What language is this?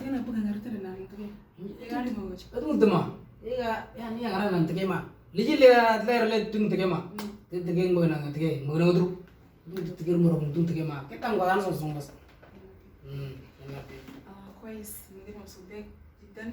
Moro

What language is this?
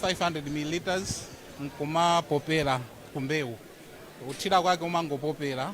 Nyanja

